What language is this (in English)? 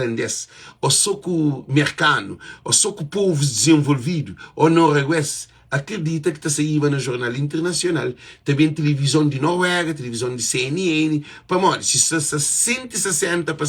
Kabuverdianu